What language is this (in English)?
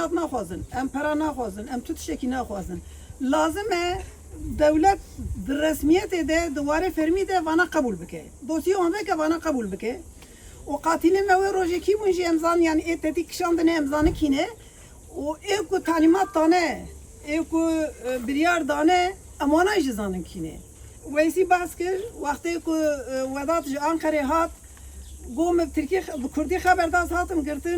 Kurdish